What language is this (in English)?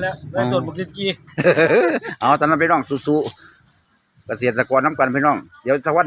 Lao